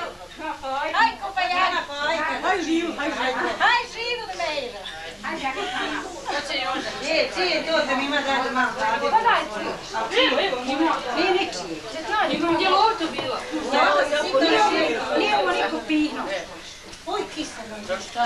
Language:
Croatian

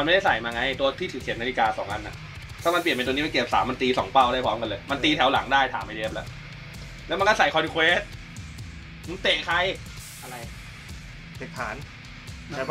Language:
Thai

